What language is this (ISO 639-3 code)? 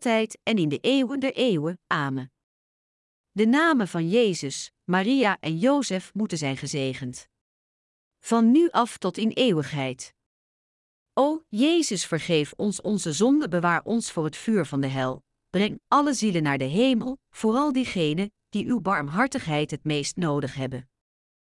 nld